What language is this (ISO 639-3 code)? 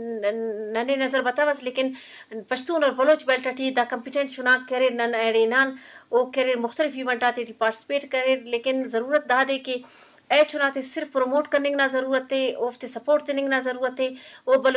bgp